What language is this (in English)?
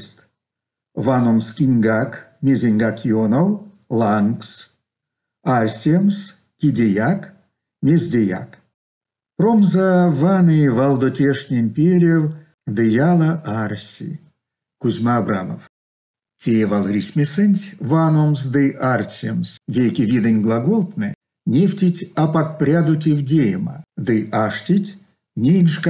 Erzya